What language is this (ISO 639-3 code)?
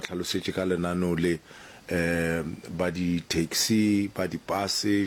nso